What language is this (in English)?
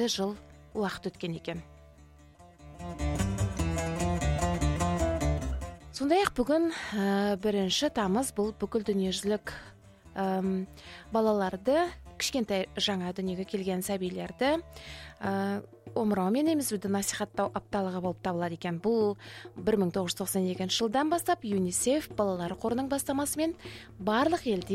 Kazakh